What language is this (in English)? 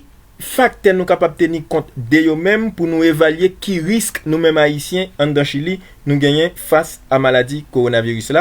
Haitian Creole